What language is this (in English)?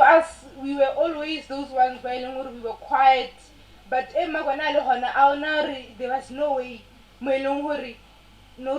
Northern Sotho